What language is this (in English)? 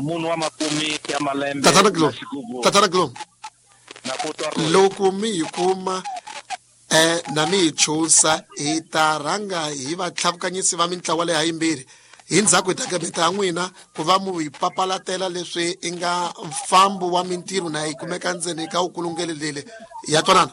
Tsonga